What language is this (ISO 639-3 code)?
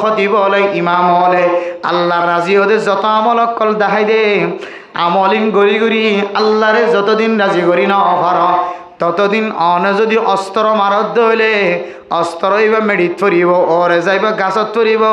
rhg